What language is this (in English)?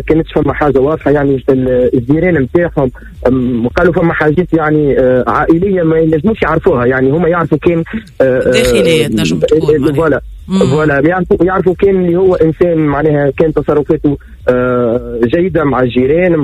Tunisian Arabic